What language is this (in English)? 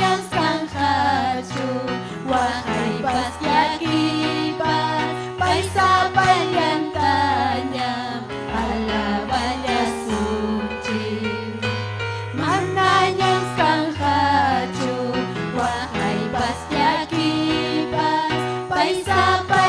Ayacucho Quechua